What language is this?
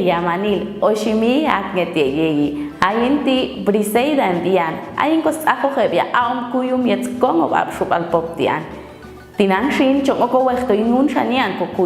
Popti'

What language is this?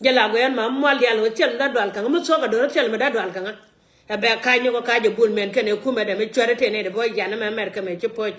Nuer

